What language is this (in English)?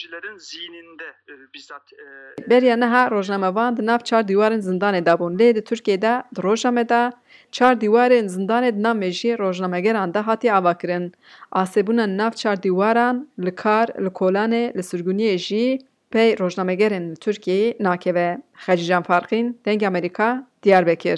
Kurdish